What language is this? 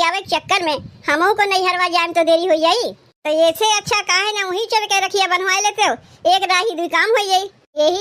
Awadhi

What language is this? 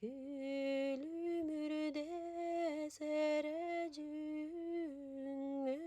Yakut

